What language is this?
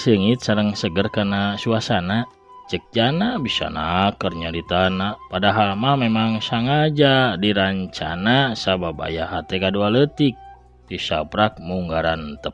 Sundanese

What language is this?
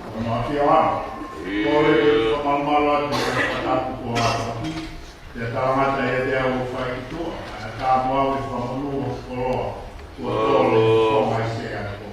Tongan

